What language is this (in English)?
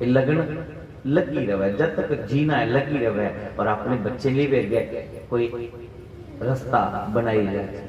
Dogri